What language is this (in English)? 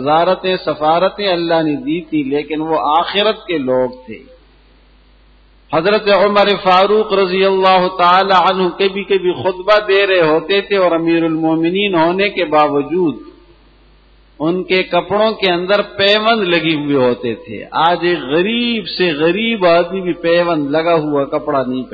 Urdu